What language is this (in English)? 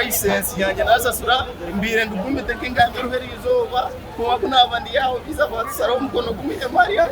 Nyankole